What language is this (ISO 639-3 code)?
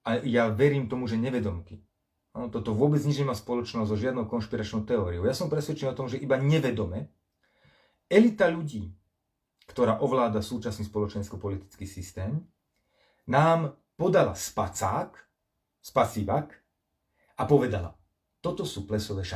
slk